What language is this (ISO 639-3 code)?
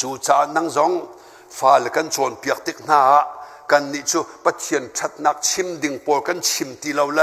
cnh